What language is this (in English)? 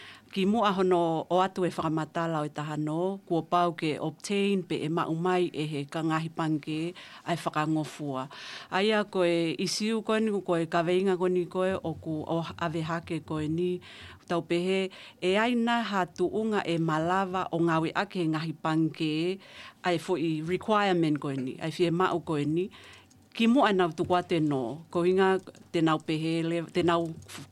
Tongan